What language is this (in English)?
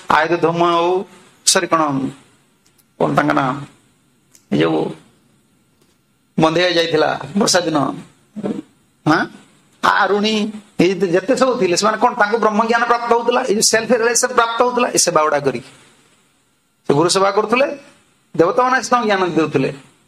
Odia